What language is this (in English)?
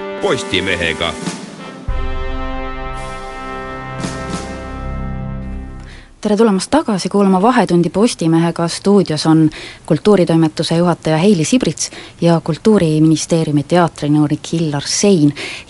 Estonian